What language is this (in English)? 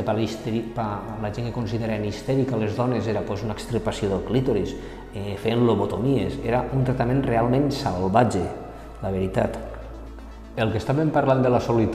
Catalan